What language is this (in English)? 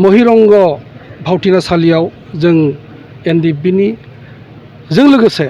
Bodo